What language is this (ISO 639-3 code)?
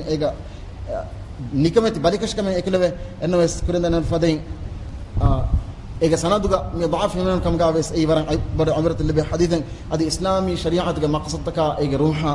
div